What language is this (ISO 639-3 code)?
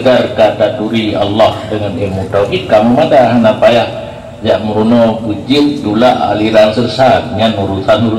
ace